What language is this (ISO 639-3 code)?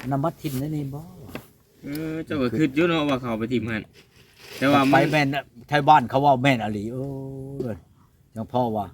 tts